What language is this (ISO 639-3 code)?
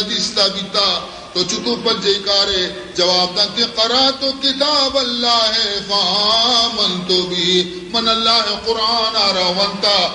bal